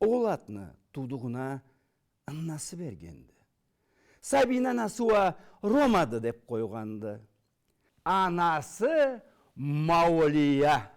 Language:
Karachay-Balkar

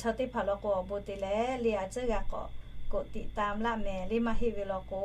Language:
Lahu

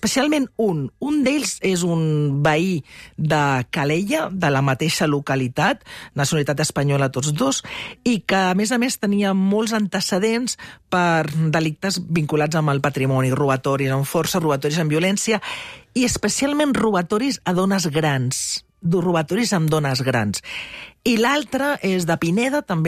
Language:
Catalan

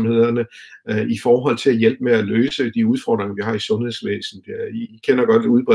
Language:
Danish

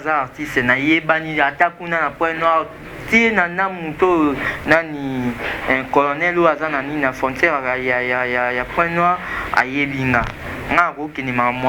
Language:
Lingala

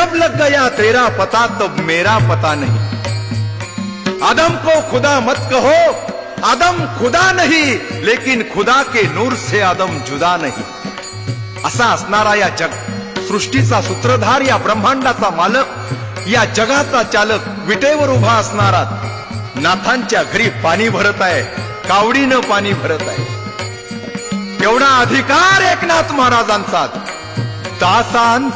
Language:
Marathi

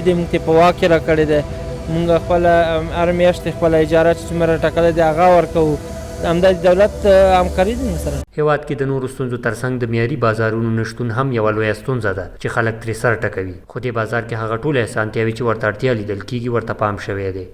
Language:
Pashto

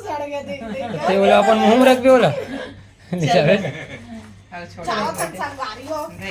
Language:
Chhattisgarhi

